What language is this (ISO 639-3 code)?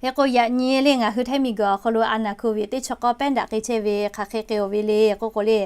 lhu